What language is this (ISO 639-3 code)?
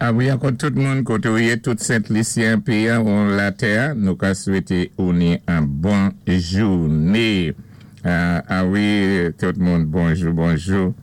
acf